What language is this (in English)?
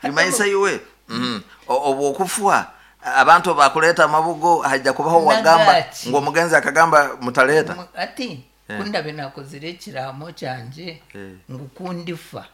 Nyankole